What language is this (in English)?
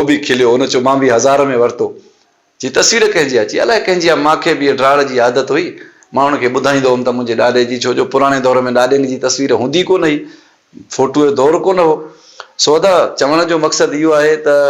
Sindhi